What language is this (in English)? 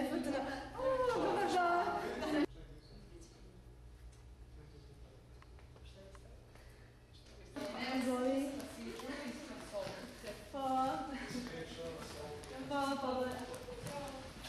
Serbian